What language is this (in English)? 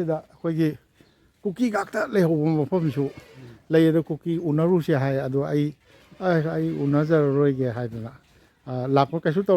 Manipuri